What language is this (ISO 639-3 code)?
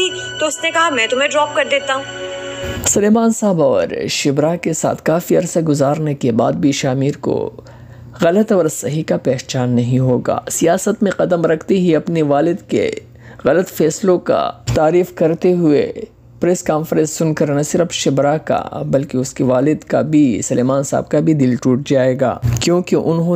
urd